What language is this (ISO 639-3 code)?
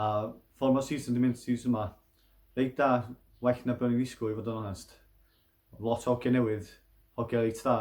cym